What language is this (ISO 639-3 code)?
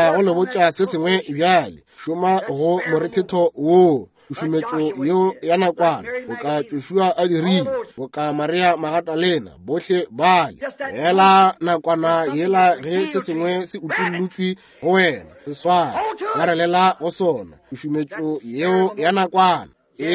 nso